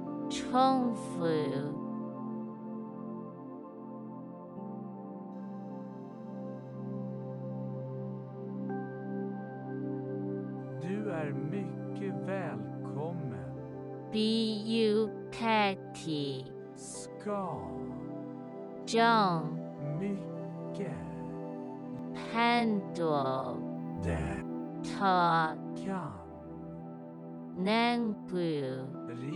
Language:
Swedish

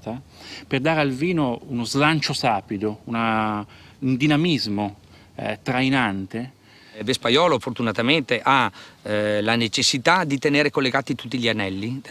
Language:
Italian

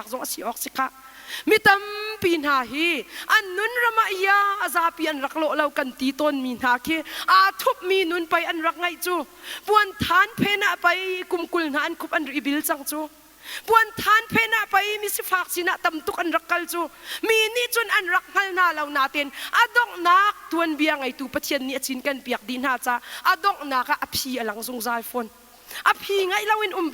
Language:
Hakha Chin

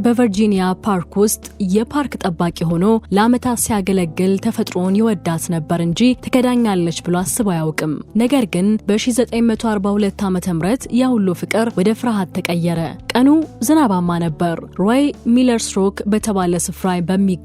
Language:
Amharic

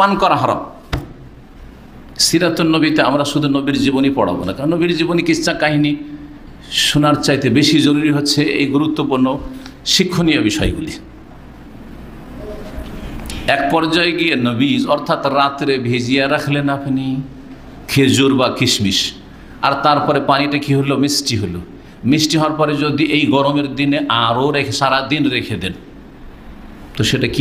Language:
Bangla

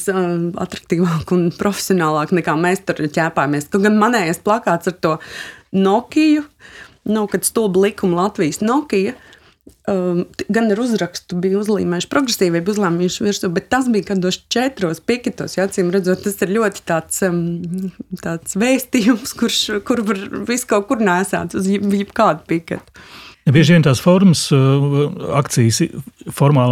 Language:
Latvian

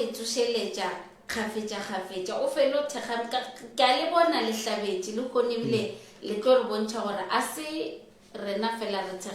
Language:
Northern Sotho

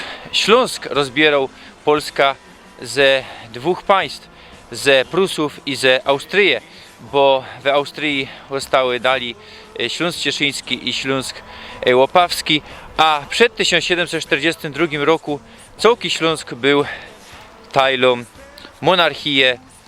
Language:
Silesian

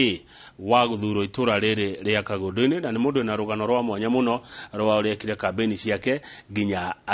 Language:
Kikuyu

